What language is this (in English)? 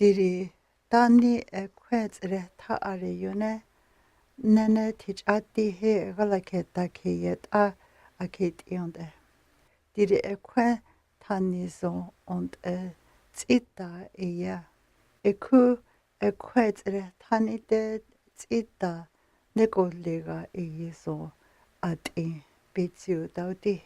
North Slavey